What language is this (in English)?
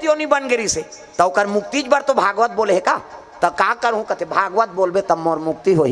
Chhattisgarhi